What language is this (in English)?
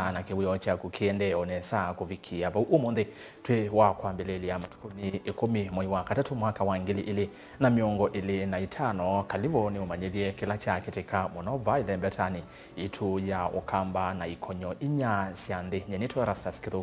Kamba